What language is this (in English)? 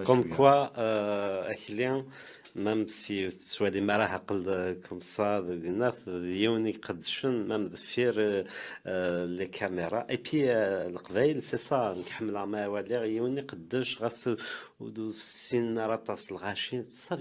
Kabyle